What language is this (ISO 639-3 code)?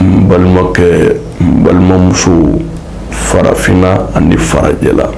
bam